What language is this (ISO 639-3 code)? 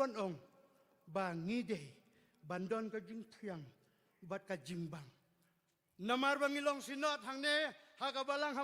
kha